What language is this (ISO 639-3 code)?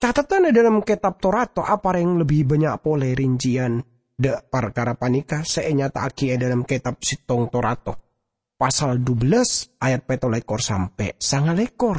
mad